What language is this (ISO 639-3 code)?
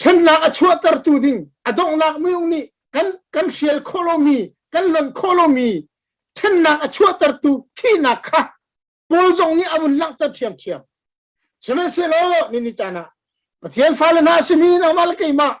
cnh